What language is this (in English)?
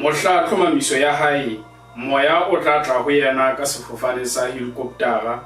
Southern Sotho